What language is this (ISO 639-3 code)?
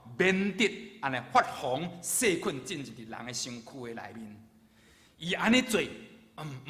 nan